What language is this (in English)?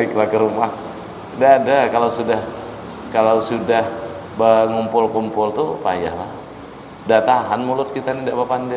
Banjar